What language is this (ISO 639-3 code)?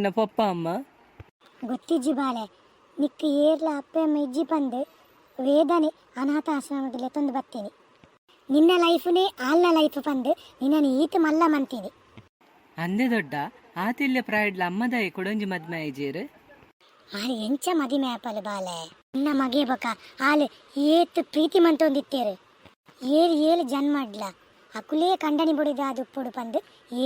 tcy